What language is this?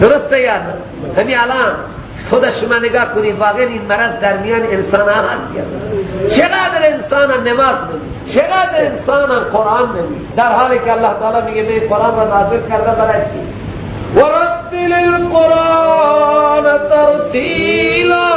Persian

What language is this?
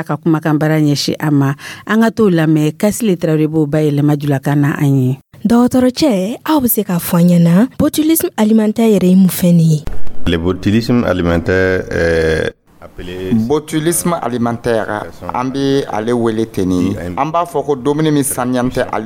Dyula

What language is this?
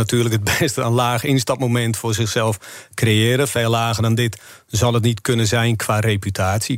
Dutch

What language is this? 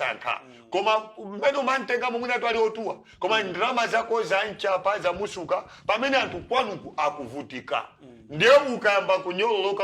Nyanja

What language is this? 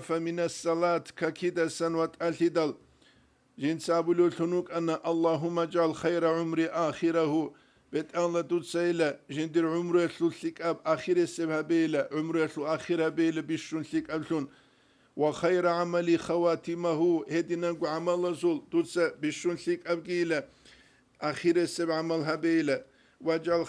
Avaric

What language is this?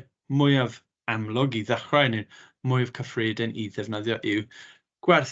Welsh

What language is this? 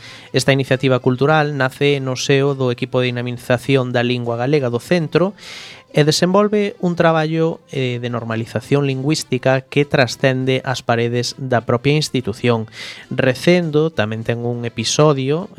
Galician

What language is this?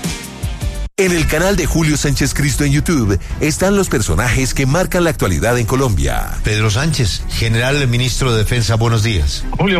Spanish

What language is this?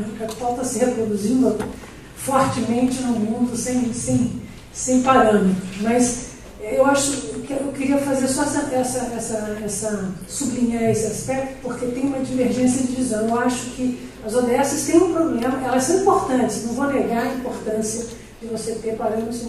Portuguese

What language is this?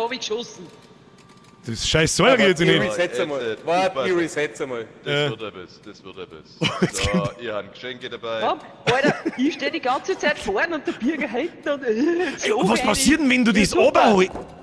Bavarian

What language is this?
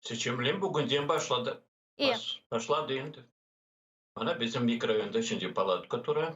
Crimean Tatar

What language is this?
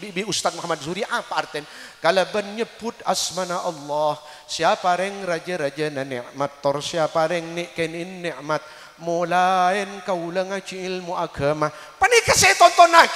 Madurese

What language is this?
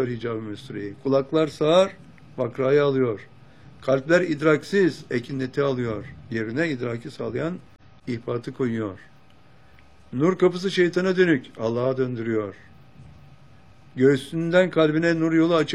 Turkish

